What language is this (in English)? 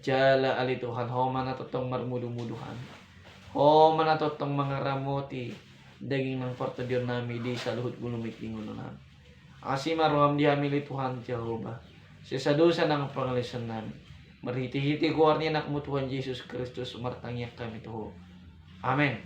Batak Toba